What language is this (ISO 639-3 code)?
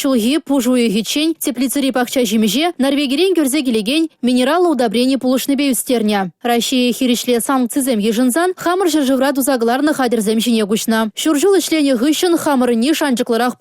chv